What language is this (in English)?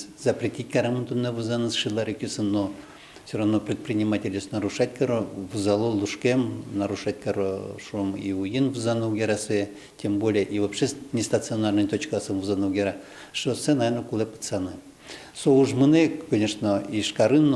Udmurt